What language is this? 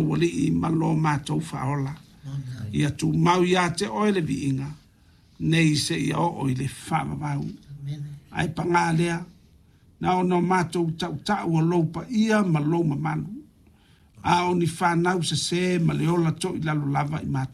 Samoan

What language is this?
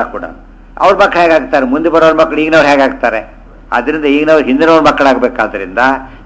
Kannada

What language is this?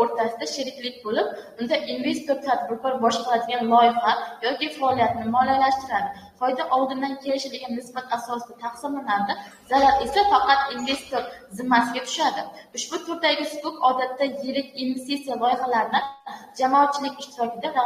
Uzbek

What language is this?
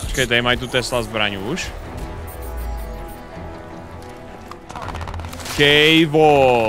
Czech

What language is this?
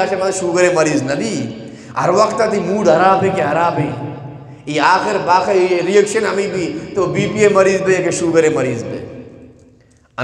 Eastern Balochi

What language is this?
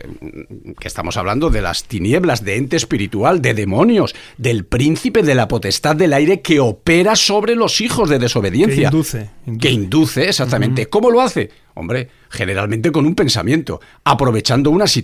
Spanish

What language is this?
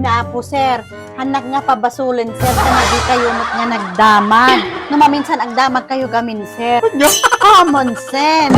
Iloko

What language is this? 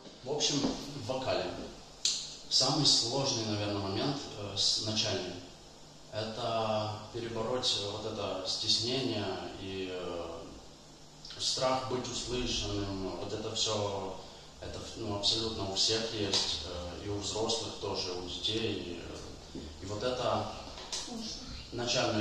Russian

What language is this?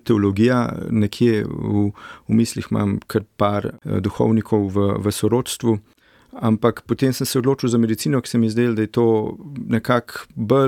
Slovenian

